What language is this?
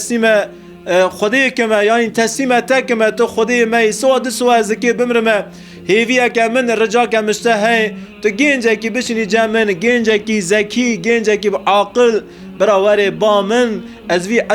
Kurdish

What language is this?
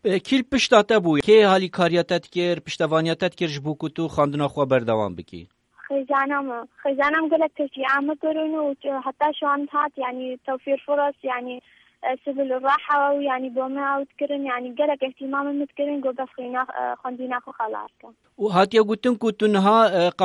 Kurdish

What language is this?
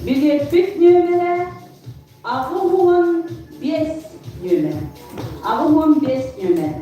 Yakut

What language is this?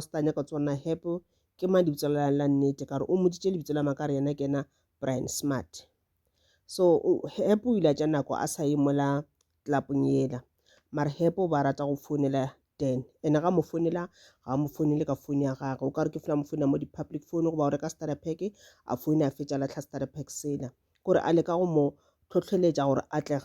Northern Sotho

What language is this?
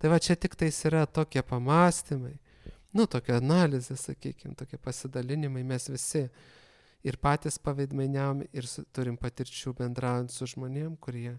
Lithuanian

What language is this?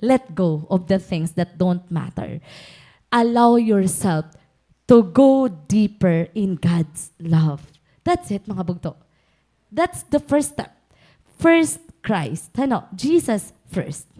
Waray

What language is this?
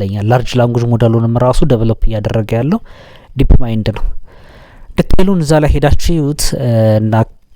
Amharic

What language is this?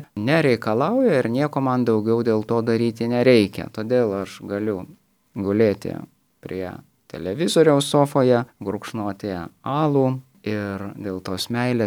Lithuanian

